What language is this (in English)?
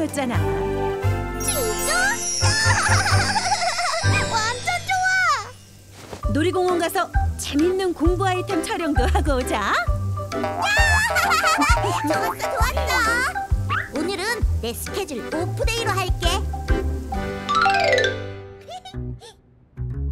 Korean